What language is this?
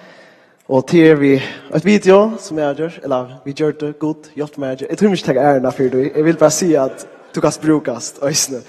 Faroese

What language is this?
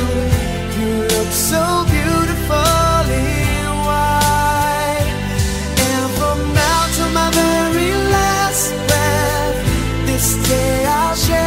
Batak Toba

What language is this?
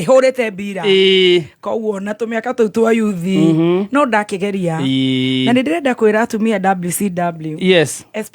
Kikuyu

